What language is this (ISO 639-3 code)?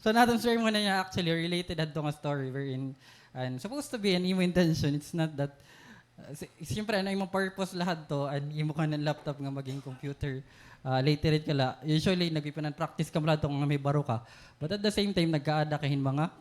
war